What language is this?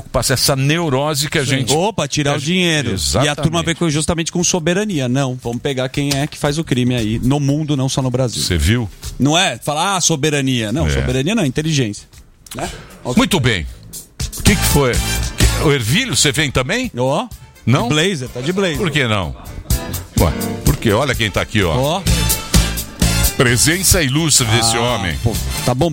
Portuguese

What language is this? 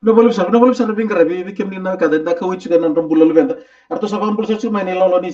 Fijian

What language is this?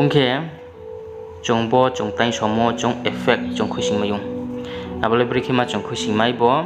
Riang (India)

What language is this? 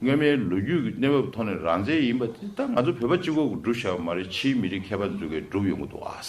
Tibetan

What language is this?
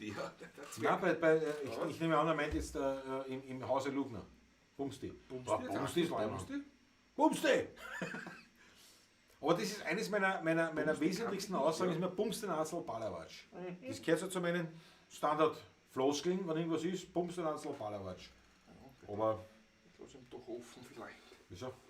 Bavarian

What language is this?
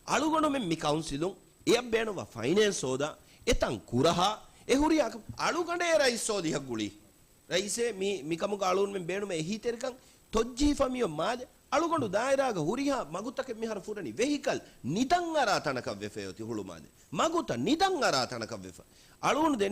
Divehi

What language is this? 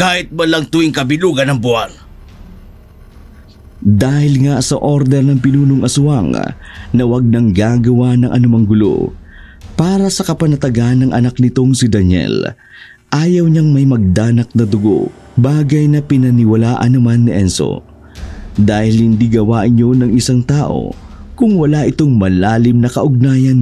Filipino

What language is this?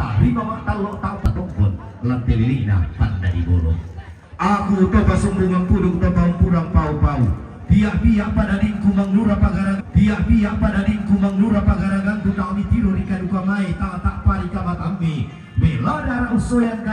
Toraja-Sa'dan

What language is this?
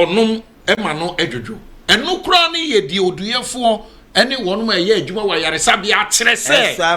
Akan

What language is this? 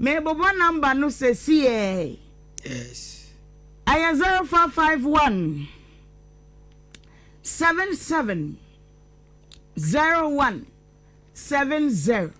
Akan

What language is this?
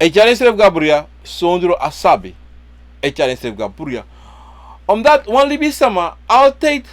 Sranan Tongo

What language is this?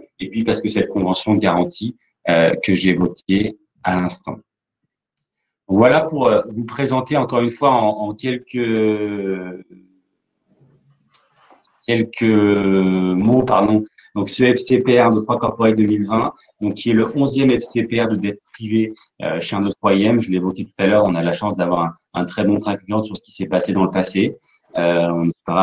French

